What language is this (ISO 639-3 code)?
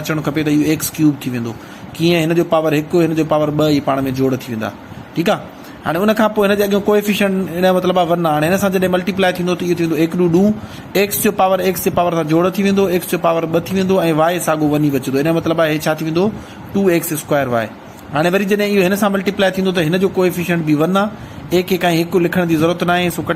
snd